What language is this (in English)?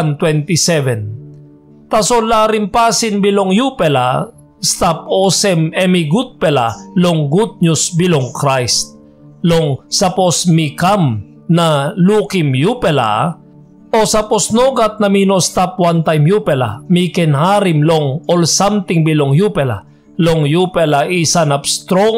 Tok Pisin